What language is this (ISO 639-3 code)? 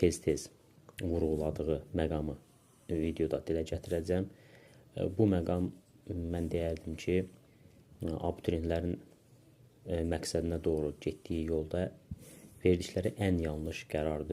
aze